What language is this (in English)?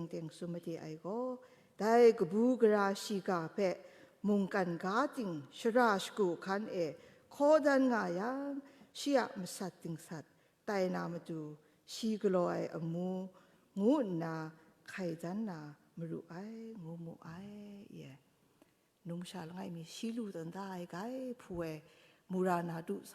Kachin